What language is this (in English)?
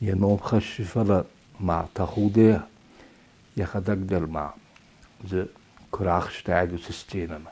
Ossetic